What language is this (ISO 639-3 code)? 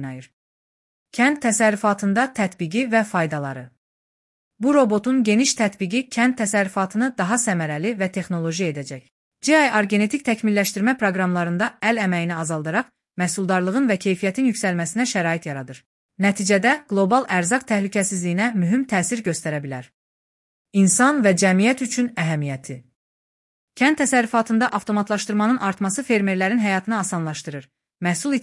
aze